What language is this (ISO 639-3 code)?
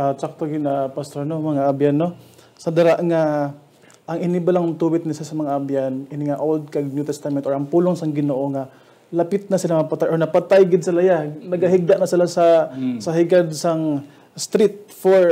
hil